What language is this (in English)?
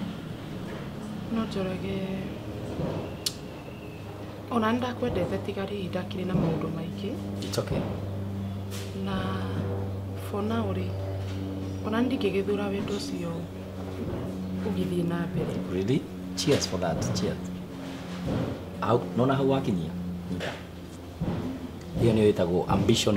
Kikuyu